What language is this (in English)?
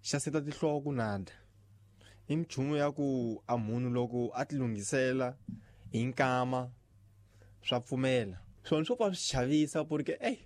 Tsonga